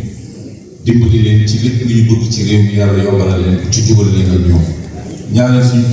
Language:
Wolof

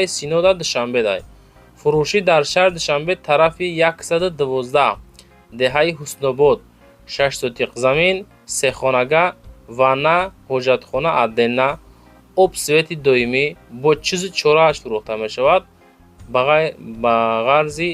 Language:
Tajik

